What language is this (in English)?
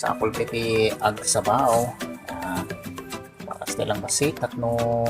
Iloko